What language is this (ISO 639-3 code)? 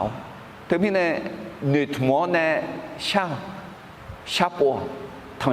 ahk